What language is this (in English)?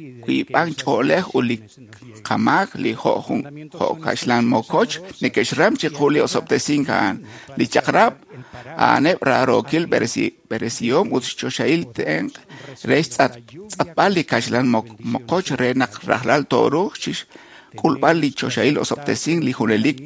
Kekchí